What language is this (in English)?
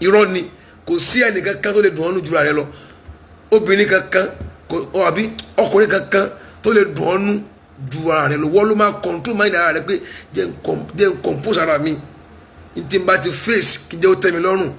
Yoruba